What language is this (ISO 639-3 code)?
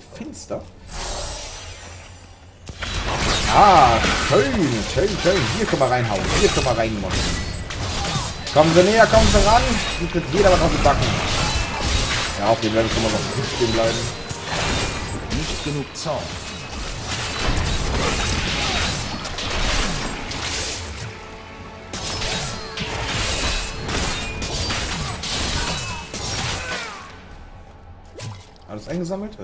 deu